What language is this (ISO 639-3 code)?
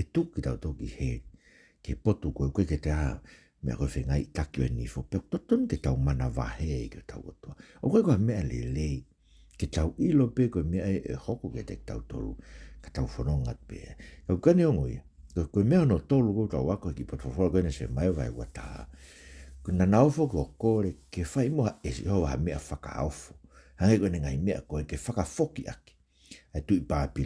ton